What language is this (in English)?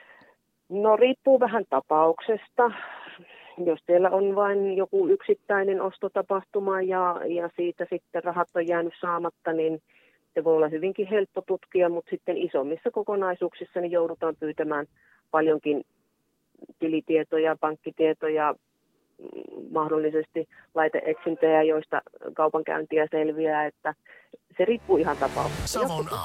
Finnish